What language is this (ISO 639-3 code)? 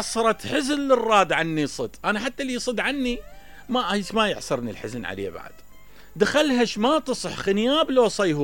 acm